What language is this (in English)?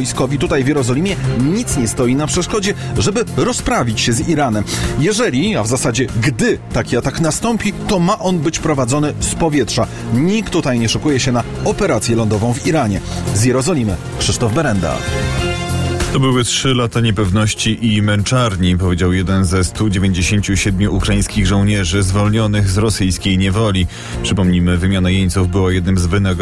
Polish